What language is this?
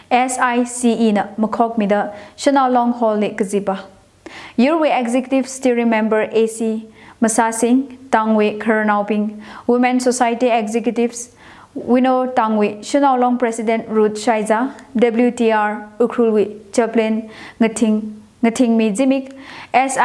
Tangkhul Naga (India)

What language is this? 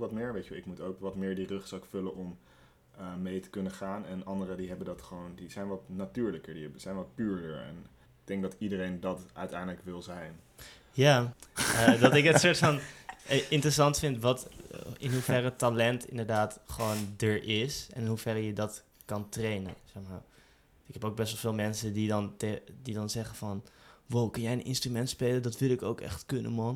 Dutch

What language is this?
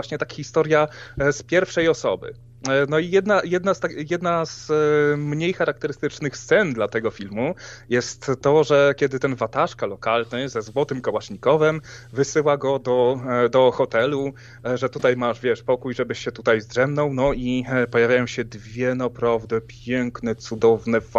Polish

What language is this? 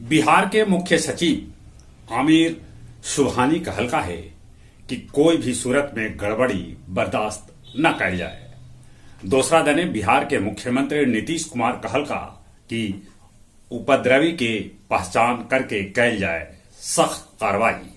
Magahi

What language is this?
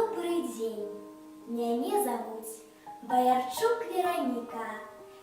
Belarusian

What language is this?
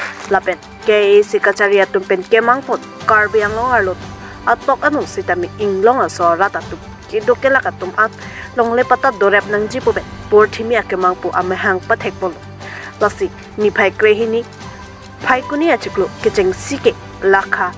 Karbi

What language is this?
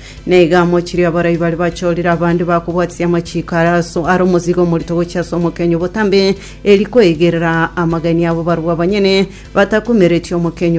Gusii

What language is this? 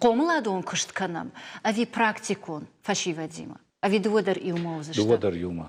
Ossetic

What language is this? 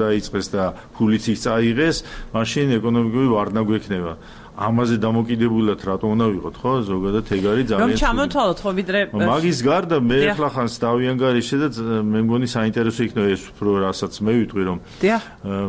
Georgian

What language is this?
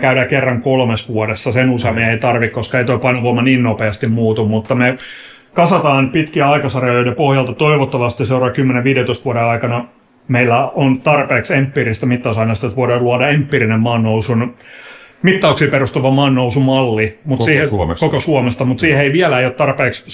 Finnish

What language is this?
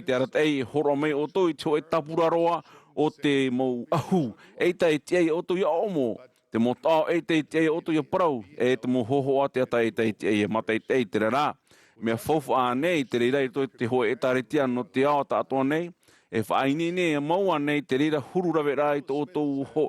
Tahitian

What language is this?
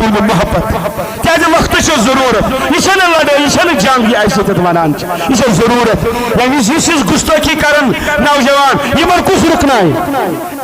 Kashmiri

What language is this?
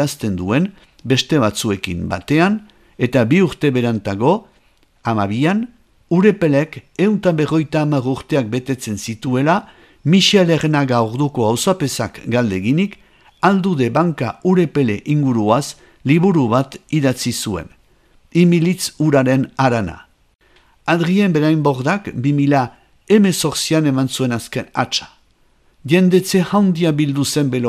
Basque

